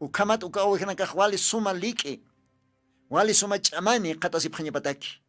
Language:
Aymara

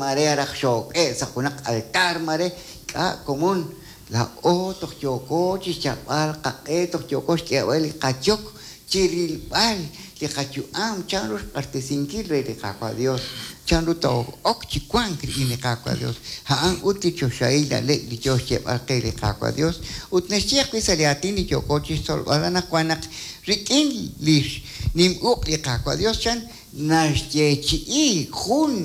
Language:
Kekchí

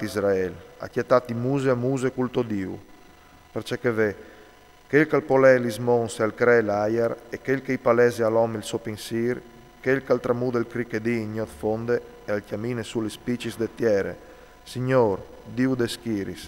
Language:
Friulian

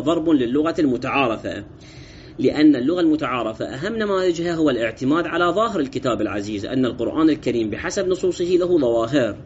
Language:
Arabic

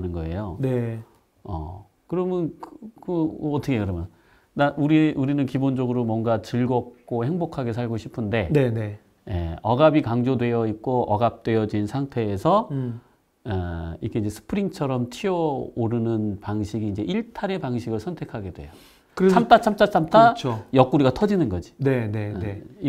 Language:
Korean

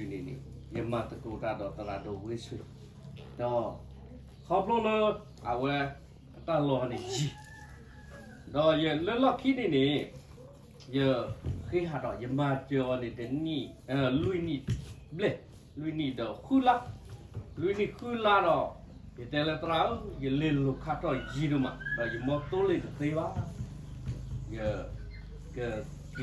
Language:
S'gaw Karen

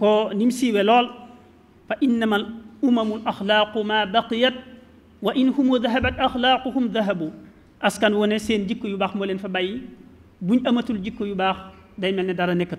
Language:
Wolof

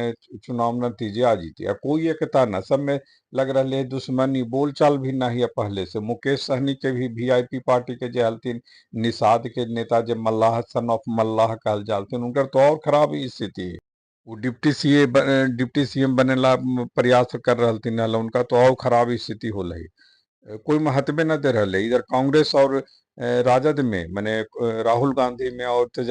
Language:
Magahi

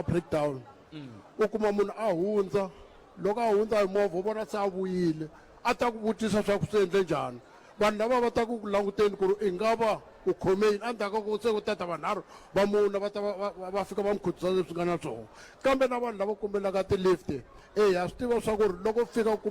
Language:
Tsonga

